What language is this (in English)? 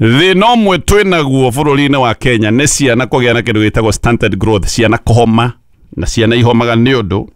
Kikuyu